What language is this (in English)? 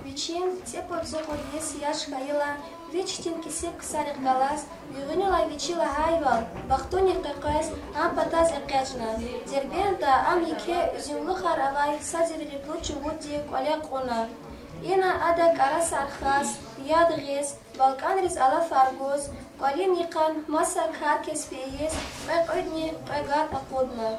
Lezghian